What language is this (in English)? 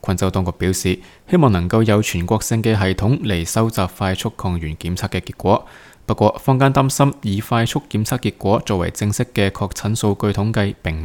Cantonese